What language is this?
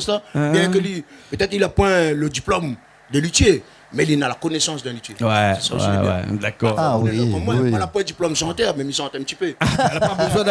Réunion Creole French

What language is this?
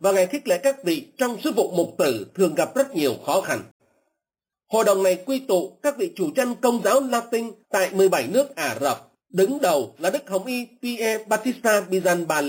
Vietnamese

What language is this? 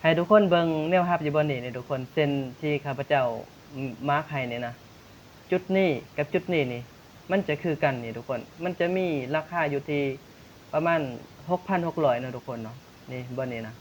Lao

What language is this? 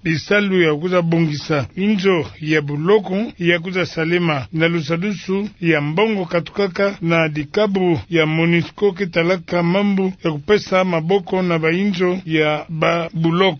Kituba (Democratic Republic of Congo)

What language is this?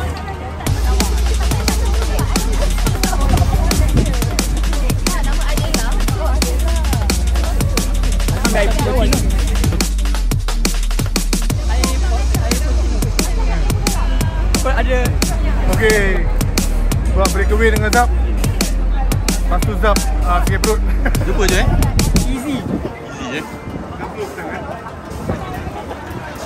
Malay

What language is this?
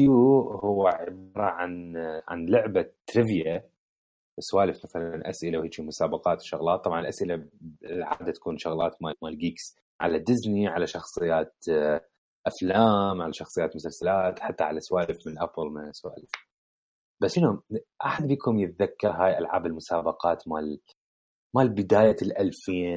Mesopotamian Arabic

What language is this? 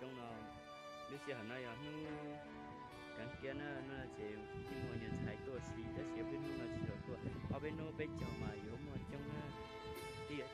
Hmong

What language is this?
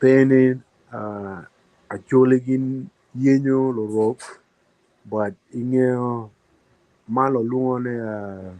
Acoli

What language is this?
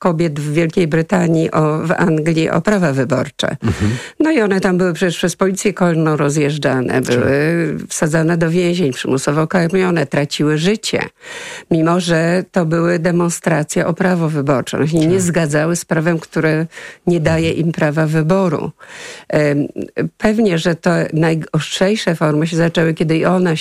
Polish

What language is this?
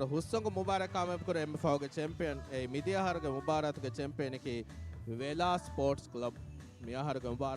Divehi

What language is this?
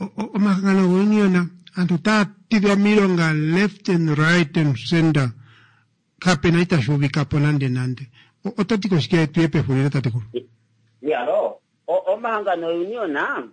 Kuanyama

